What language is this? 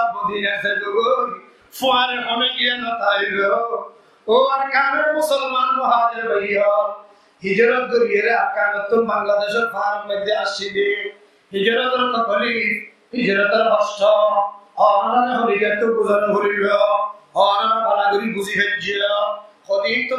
Rohingya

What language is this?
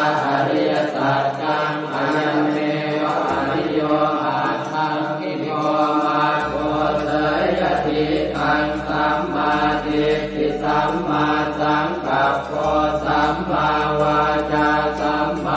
Pali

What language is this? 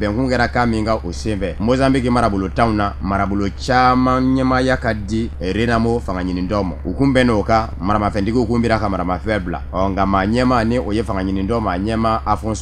Bambara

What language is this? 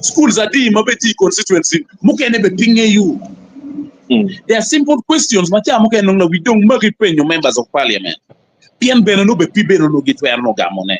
Acoli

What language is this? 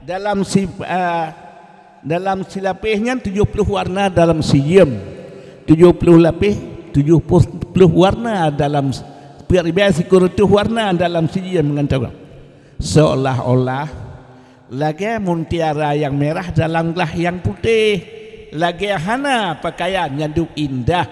Achinese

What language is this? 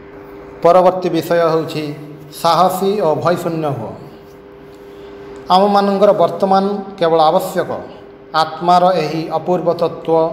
Odia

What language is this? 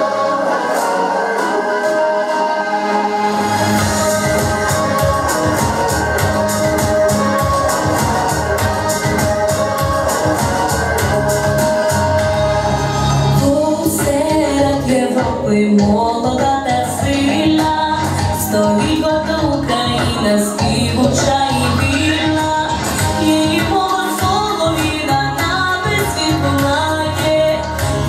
Ukrainian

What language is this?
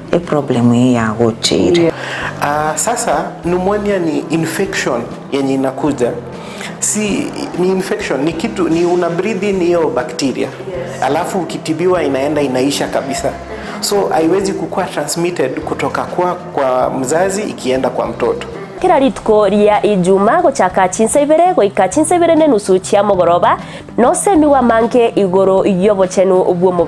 Gusii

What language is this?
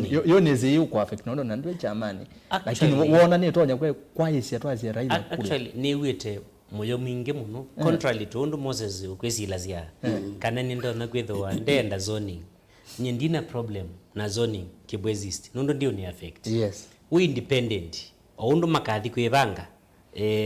Kamba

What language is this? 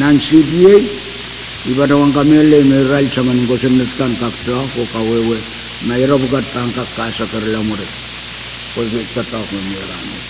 Pohnpeian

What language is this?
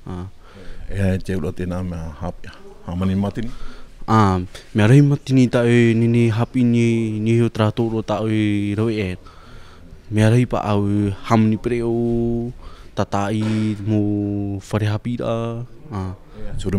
Tahitian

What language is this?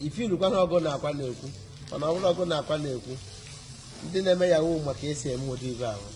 Igbo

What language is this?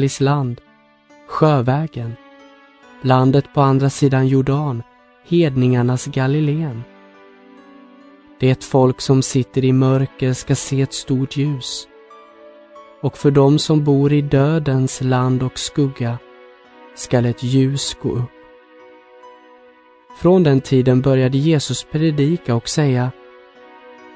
Swedish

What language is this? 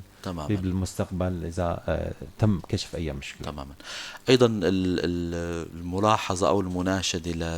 North Levantine Arabic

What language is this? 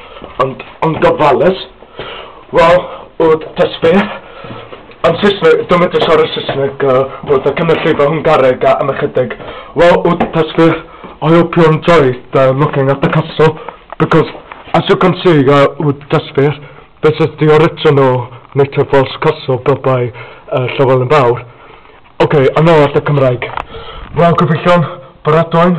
Welsh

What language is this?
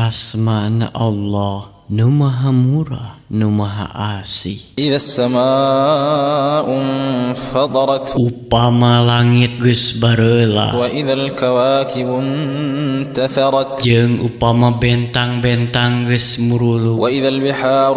Sundanese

